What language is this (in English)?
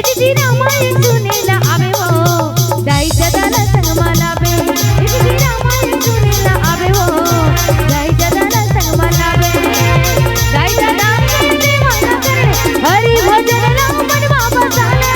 Chhattisgarhi